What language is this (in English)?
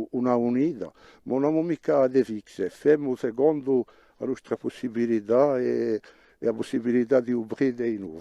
Corsican